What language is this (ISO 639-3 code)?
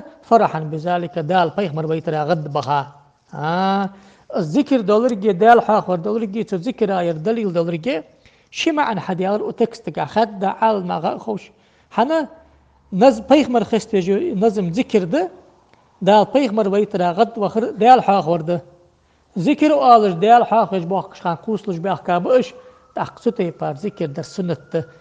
inh